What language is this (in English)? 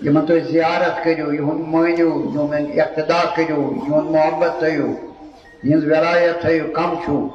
Kashmiri